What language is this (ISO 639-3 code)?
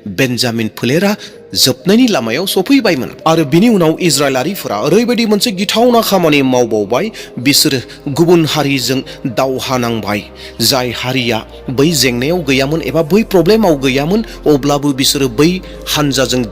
brx